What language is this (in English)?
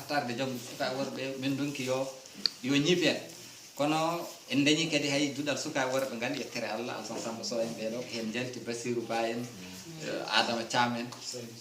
Fula